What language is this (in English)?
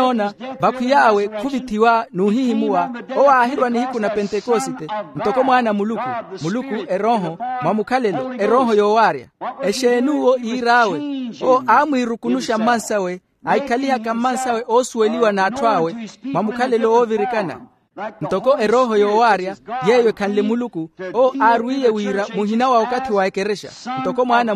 Makhuwa